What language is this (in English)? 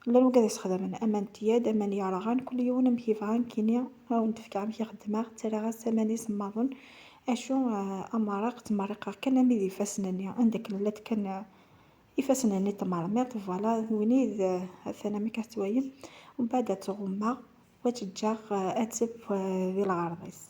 Kabyle